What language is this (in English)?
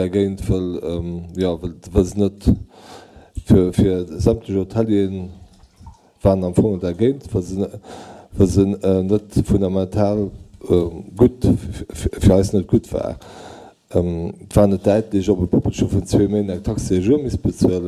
Luxembourgish